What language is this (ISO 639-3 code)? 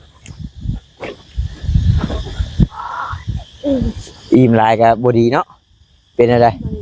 lao